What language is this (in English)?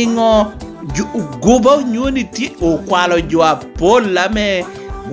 Lango (Uganda)